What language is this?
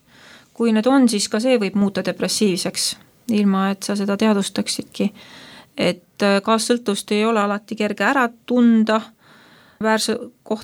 Estonian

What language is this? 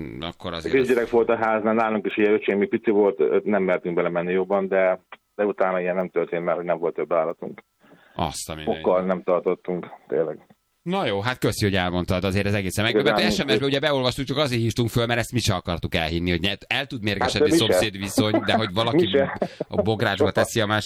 Hungarian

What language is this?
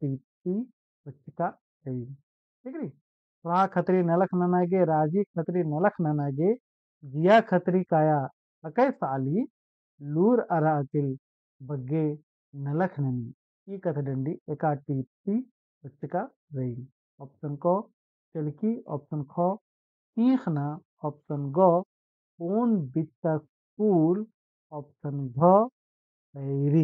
Kurukh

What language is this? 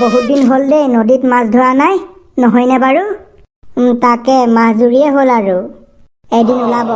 Assamese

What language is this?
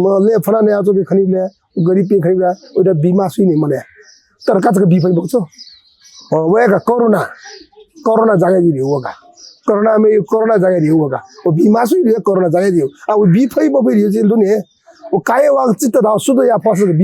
Newari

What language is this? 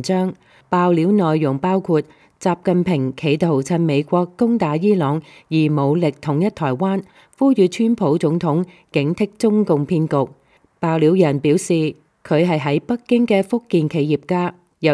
Cantonese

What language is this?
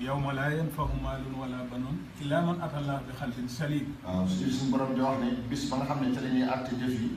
Wolof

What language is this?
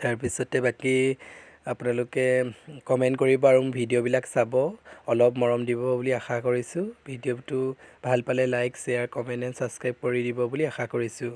Assamese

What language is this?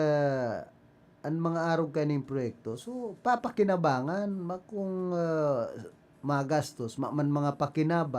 Bikol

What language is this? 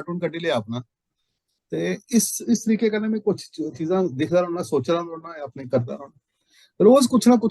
Dogri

